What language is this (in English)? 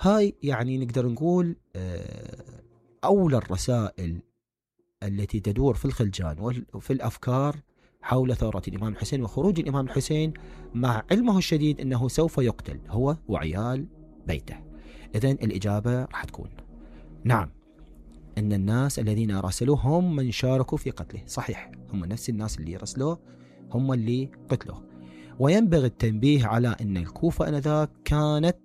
Mesopotamian Arabic